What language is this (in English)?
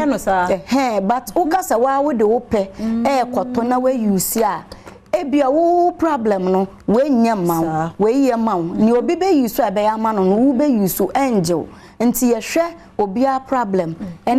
Akan